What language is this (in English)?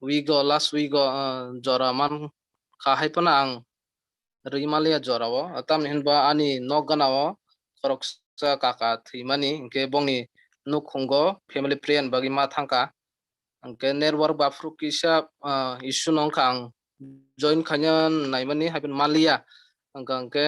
Kok Borok